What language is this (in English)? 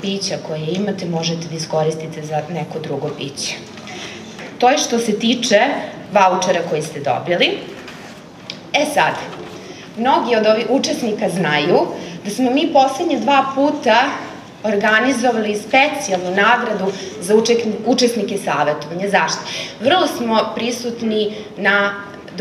Serbian